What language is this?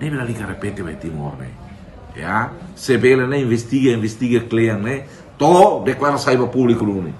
Tetum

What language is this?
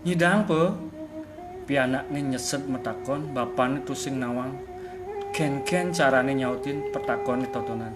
Balinese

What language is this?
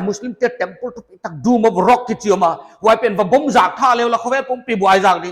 Paite Chin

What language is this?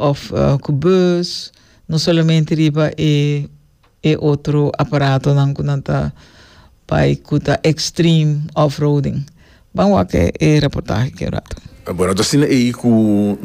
Papiamento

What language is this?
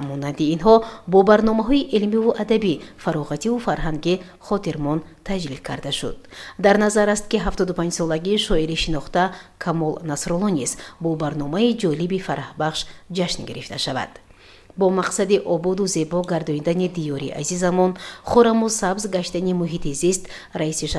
Tajik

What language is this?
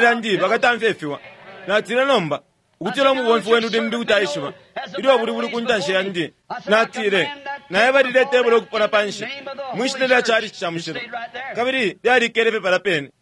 Bemba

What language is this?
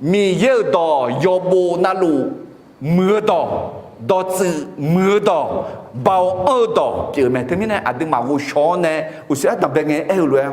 Akha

